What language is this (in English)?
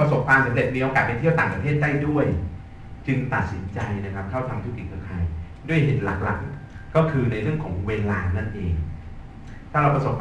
Thai